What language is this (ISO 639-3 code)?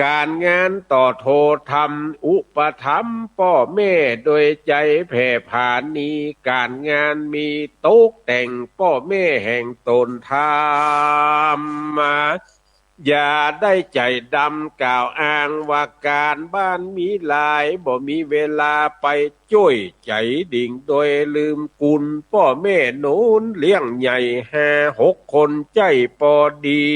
nod